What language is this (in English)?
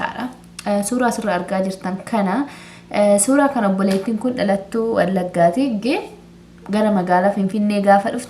Oromo